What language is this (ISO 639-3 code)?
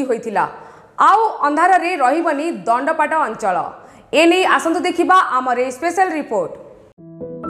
ori